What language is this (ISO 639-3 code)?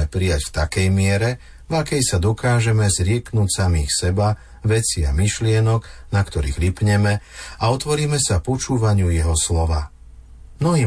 slk